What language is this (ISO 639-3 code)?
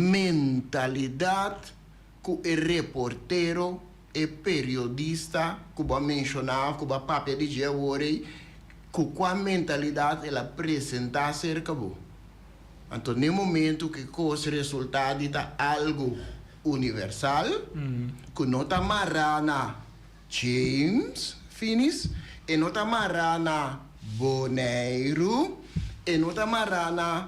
pap